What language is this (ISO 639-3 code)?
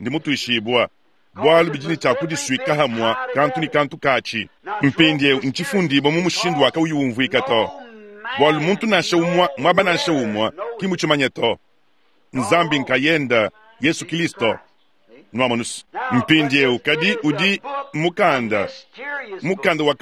lua